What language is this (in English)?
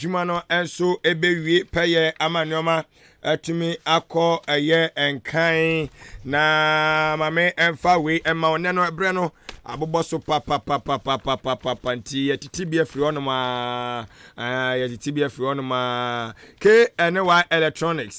Akan